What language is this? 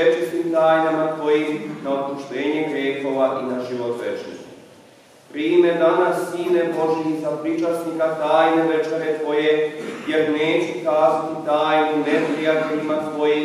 Serbian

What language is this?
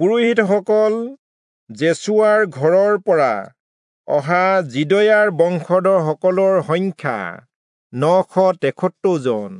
Assamese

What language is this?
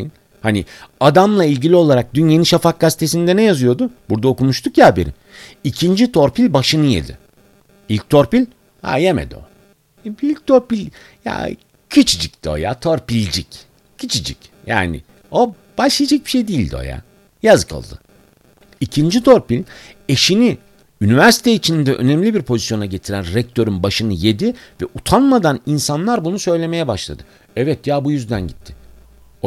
Turkish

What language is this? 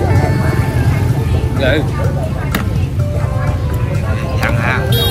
Vietnamese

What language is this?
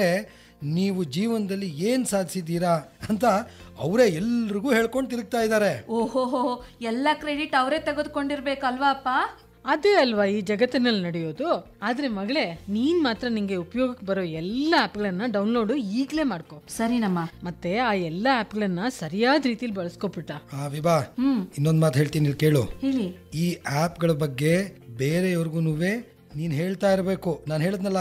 Kannada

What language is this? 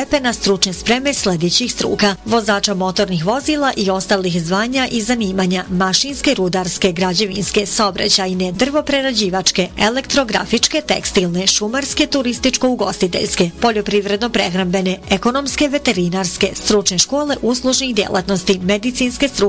Bosnian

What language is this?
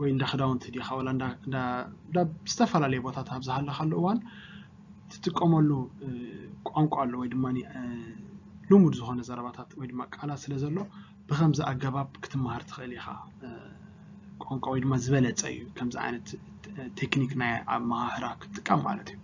Tigrinya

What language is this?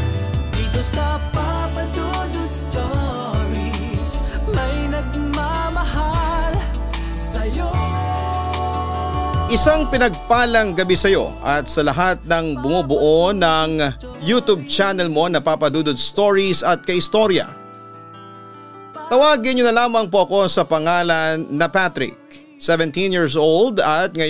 Filipino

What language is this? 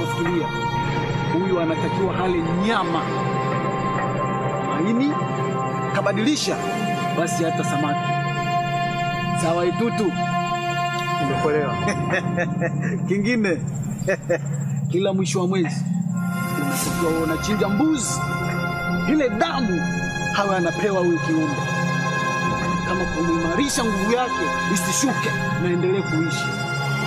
Swahili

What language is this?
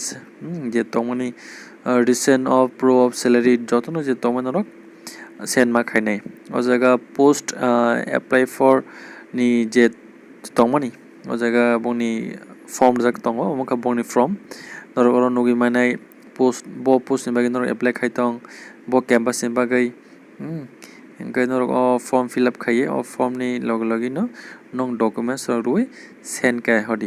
Kok Borok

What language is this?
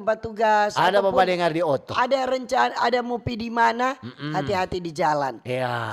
Manado Malay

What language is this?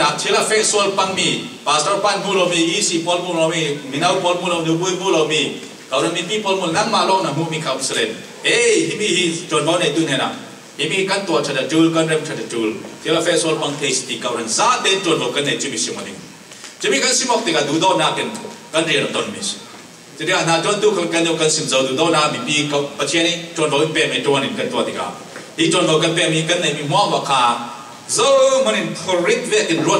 Falam Chin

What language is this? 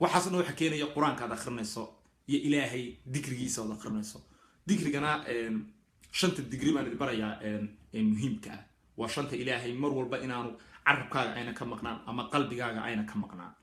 Somali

